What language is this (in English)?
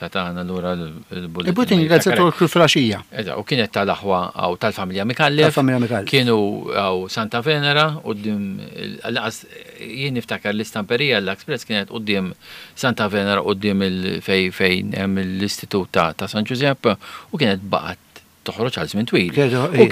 Maltese